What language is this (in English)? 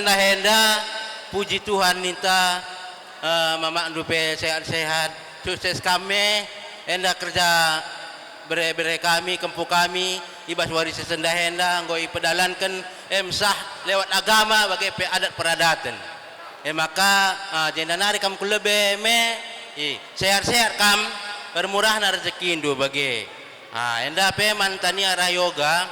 Batak Karo